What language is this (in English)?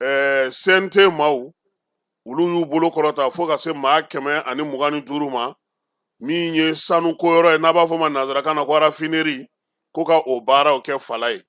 Bambara